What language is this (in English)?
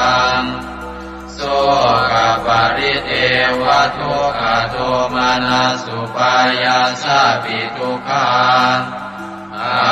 Pali